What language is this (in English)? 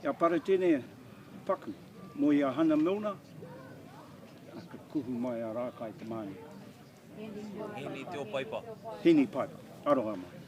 Māori